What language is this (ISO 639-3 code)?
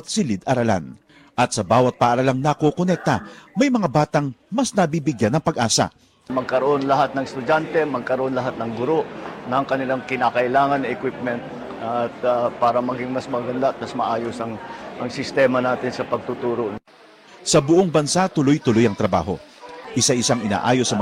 fil